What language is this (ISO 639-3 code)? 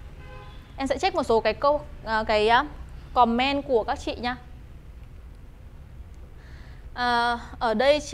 vie